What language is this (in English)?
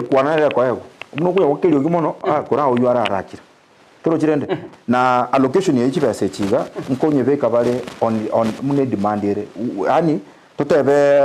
Gusii